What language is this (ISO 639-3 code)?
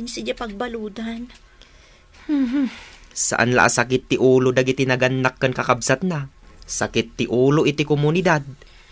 ilo